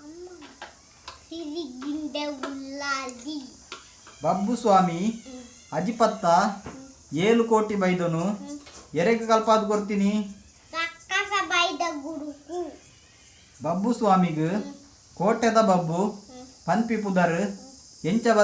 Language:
Tulu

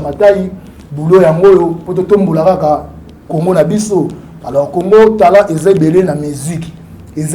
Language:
Lingala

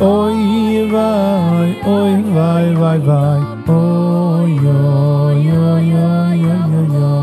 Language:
Yiddish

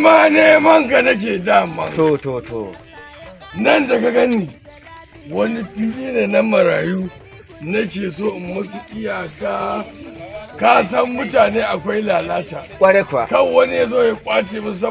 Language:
Hausa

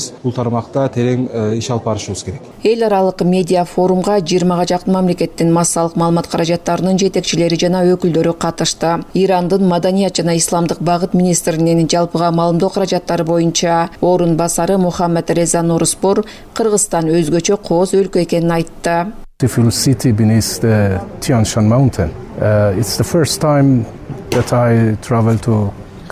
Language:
Kyrgyz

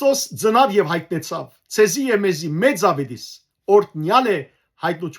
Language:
Western Armenian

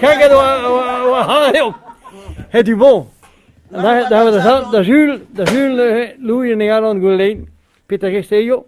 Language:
Breton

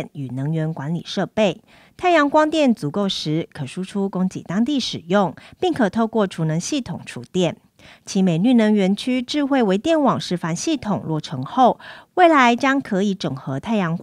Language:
Chinese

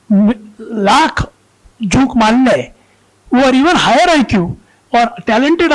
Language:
Konkani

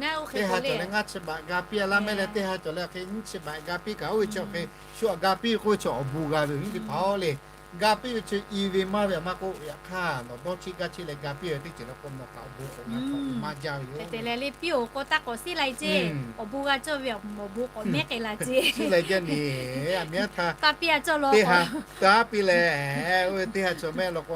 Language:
Lahu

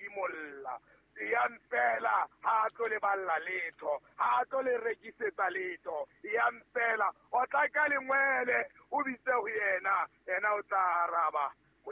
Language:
Southern Sotho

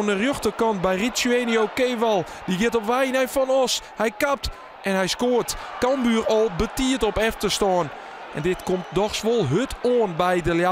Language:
Western Frisian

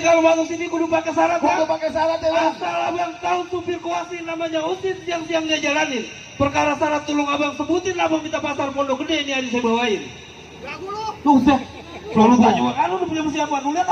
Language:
Betawi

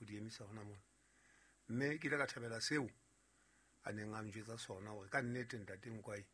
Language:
Southern Sotho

